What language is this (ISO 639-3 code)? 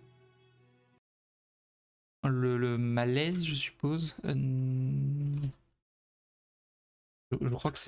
fra